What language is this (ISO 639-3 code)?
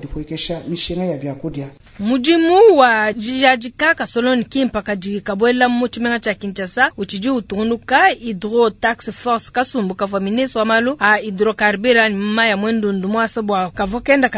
lua